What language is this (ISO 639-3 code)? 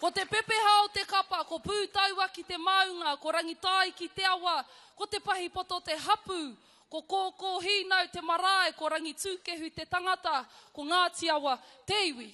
mri